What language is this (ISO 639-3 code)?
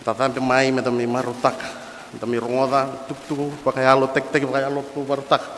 fij